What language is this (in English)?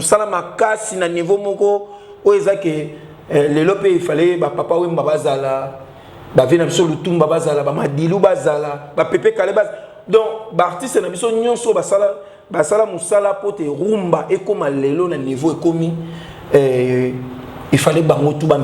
Lingala